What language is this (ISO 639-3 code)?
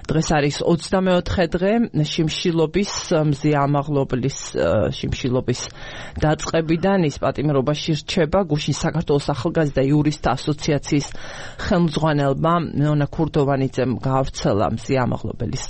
kat